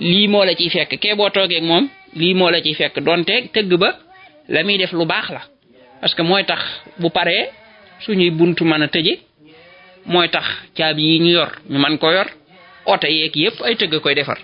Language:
Wolof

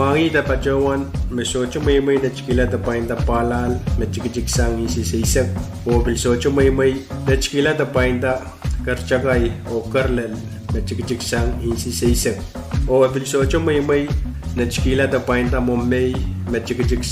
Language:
Pohnpeian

